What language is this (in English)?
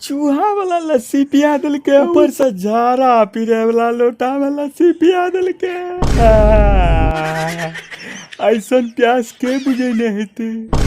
Angika